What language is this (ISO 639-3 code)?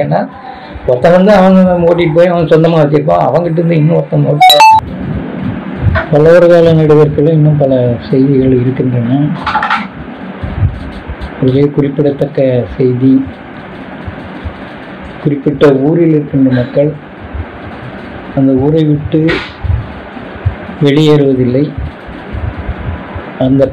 tam